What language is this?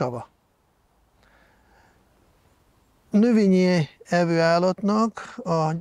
Hungarian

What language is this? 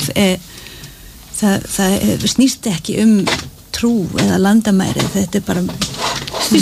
Icelandic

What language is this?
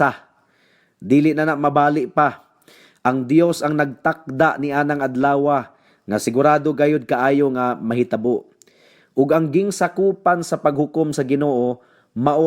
Cebuano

